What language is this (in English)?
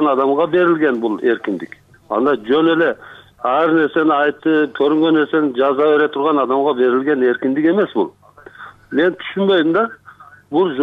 Kyrgyz